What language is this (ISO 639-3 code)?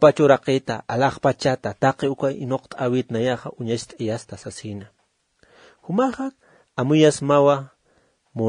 aym